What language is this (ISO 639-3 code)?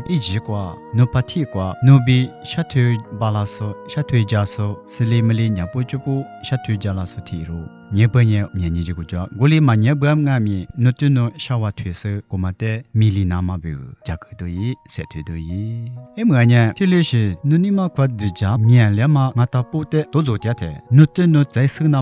lis